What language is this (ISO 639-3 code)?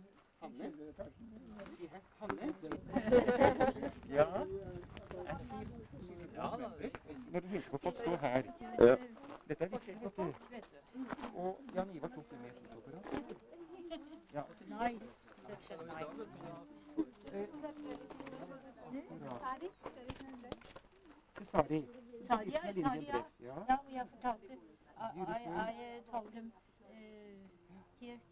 nor